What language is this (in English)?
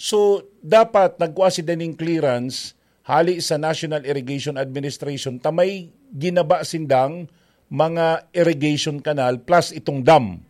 Bikol